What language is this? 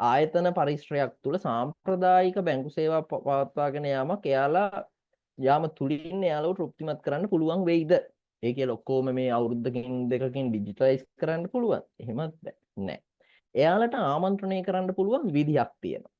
Sinhala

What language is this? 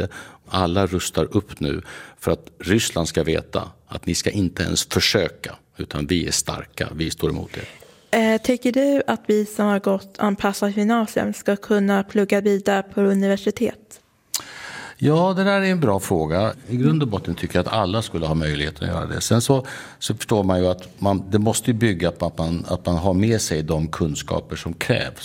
Swedish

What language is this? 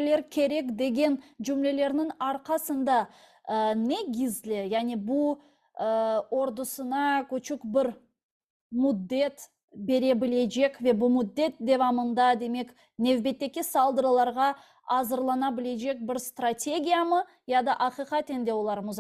Crimean Tatar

